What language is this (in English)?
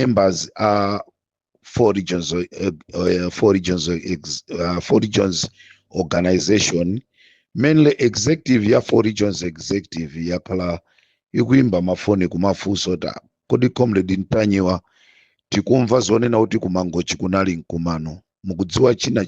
Nyanja